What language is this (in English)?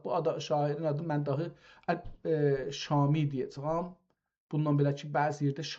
South Azerbaijani